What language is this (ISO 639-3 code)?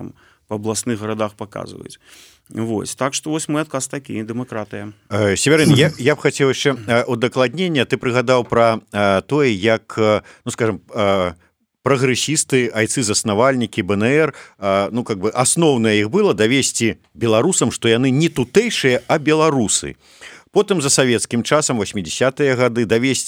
bel